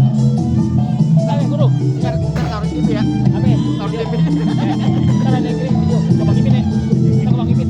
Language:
Betawi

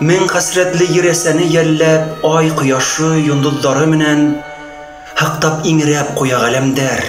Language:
Bashkir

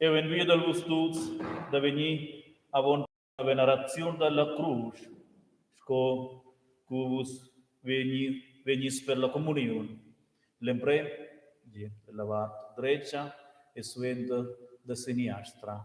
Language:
Romansh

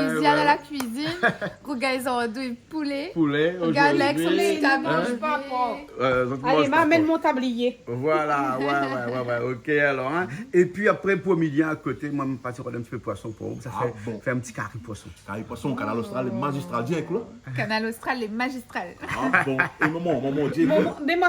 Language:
Réunion Creole French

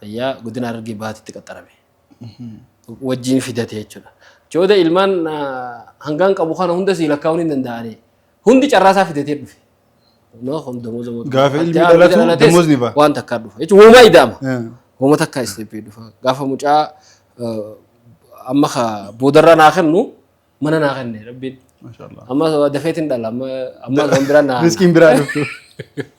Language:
Oromo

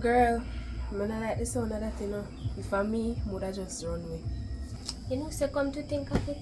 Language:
Jamaican Creole English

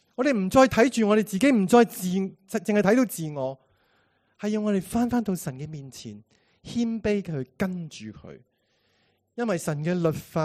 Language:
Cantonese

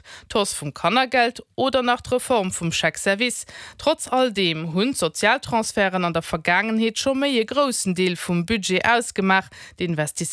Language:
Luxembourgish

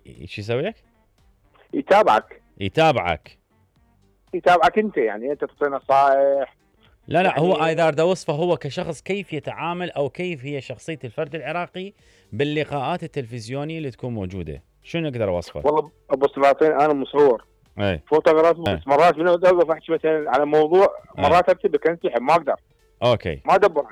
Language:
Mesopotamian Arabic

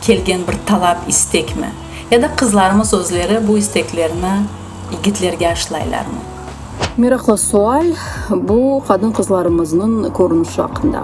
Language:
Crimean Tatar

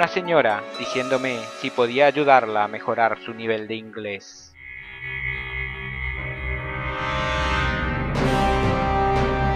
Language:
Spanish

